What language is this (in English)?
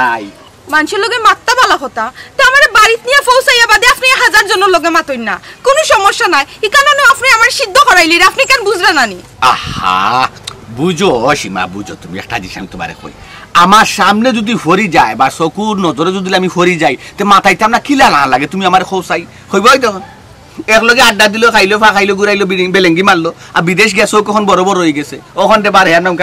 Sylheti